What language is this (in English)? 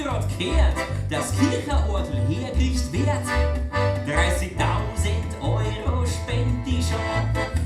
Bavarian